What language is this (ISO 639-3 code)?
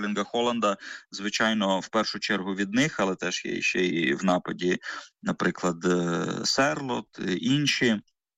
ukr